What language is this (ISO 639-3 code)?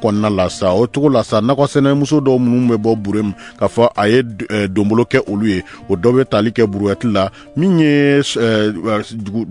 bam